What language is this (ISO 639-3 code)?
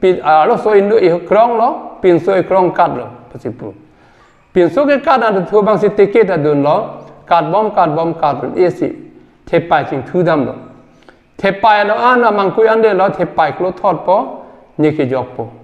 mjw